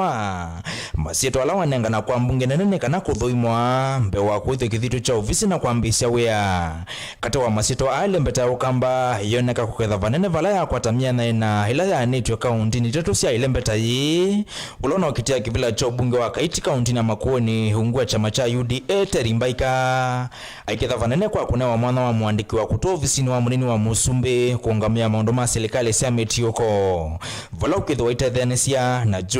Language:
Kamba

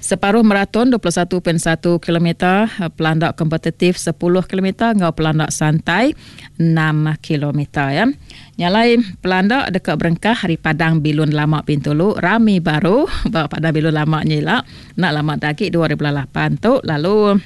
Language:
Iban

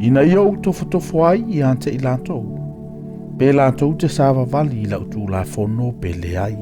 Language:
Samoan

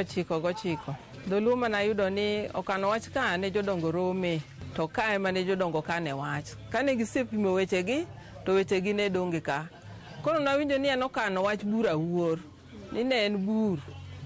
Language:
Luo (Kenya and Tanzania)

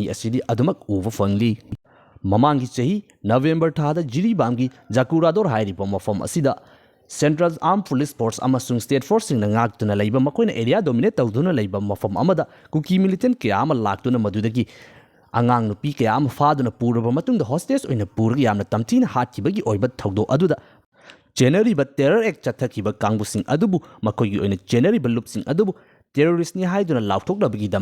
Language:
Manipuri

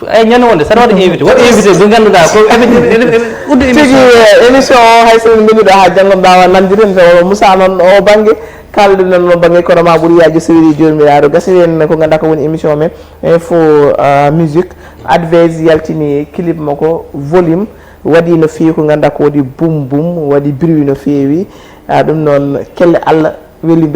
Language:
Fula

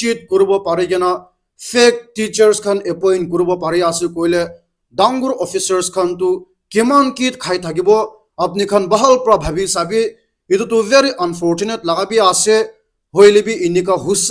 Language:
Naga Pidgin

